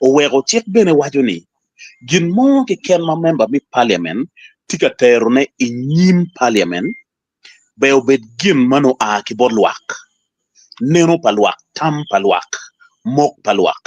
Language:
Acoli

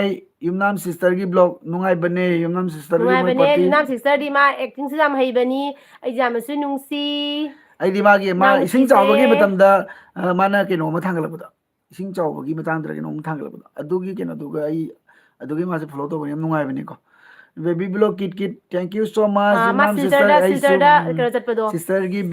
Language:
Manipuri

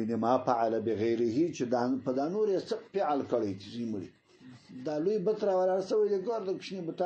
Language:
Pashto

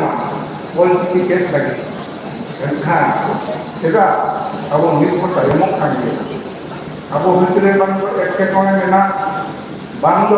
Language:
Santali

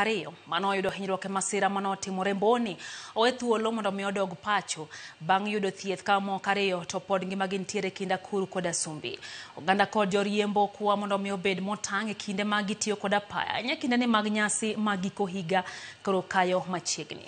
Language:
Luo (Kenya and Tanzania)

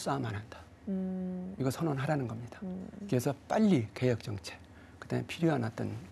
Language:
Korean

